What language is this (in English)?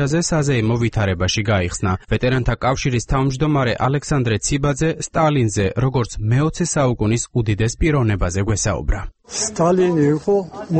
Georgian